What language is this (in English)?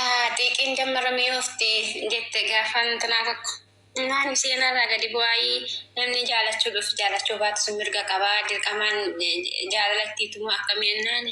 Oromo